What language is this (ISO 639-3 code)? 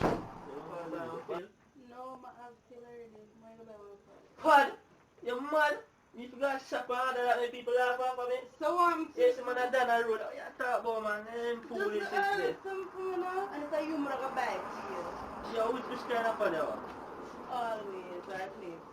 jam